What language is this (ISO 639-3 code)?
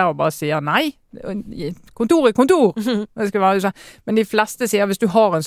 nor